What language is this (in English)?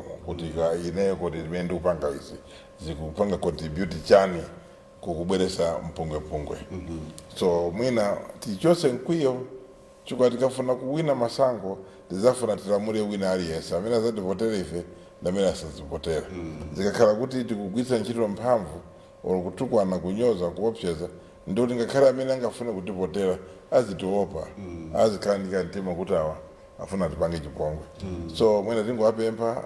Nyanja